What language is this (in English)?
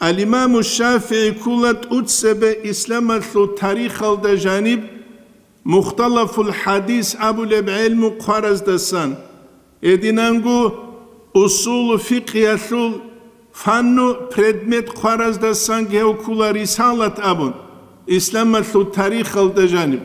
Avaric